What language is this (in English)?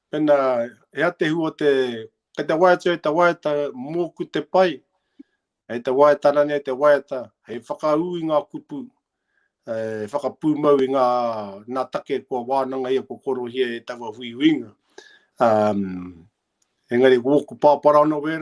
Māori